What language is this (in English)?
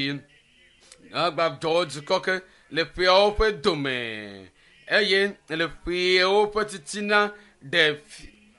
Ewe